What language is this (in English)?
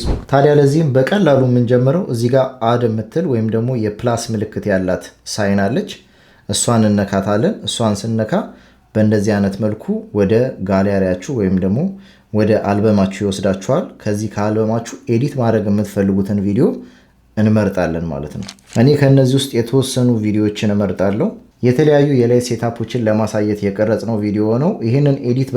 Amharic